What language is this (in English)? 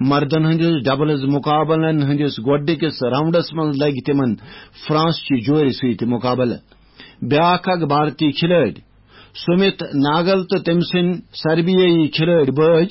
Kashmiri